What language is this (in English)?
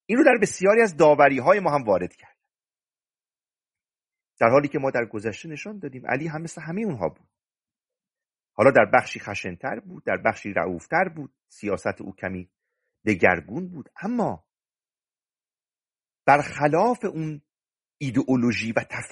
Persian